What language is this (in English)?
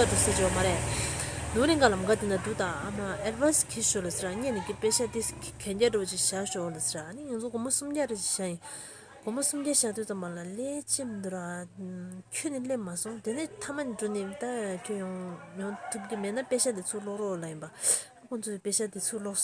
Tibetan